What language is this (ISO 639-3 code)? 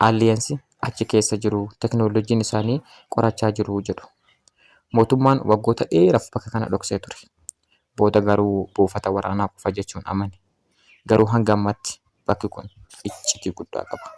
orm